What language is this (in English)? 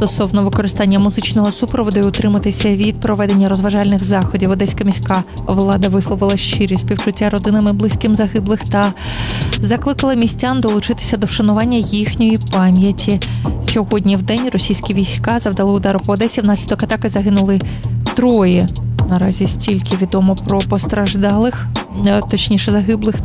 Ukrainian